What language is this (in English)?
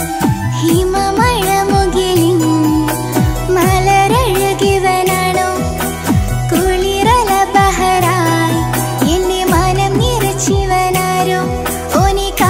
Malayalam